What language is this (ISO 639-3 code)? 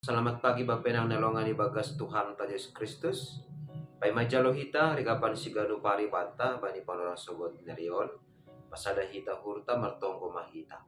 bts